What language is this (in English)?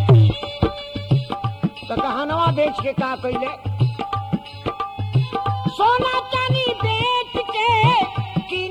Bhojpuri